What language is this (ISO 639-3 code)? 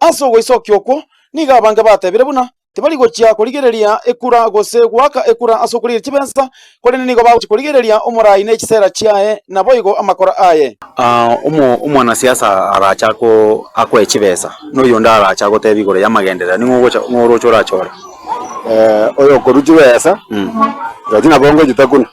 guz